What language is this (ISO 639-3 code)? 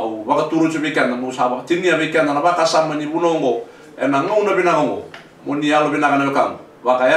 fij